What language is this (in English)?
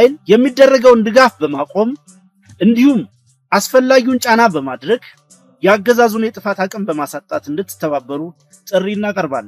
Amharic